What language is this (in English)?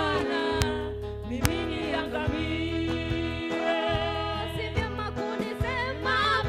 Meru